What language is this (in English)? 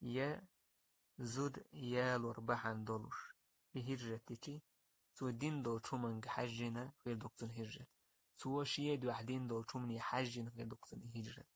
Chechen